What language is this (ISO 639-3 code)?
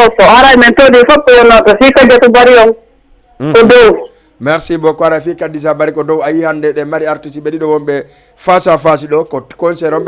ful